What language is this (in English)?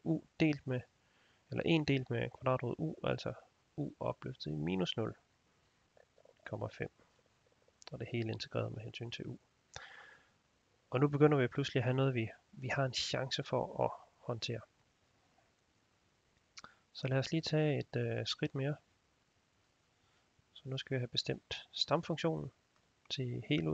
Danish